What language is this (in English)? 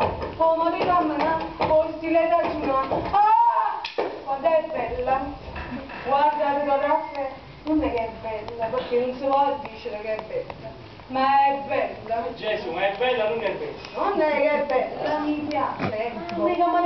Neapolitan